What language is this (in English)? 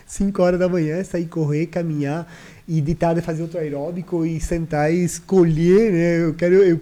Portuguese